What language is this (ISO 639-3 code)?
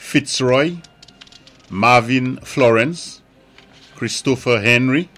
acf